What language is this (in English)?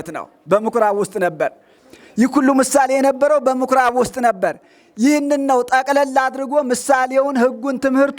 Amharic